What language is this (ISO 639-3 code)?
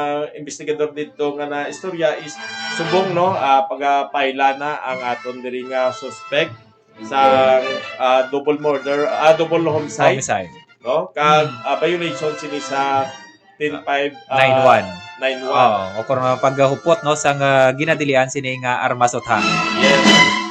hil